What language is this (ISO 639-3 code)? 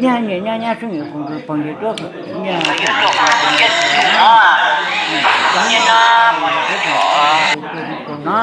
hmn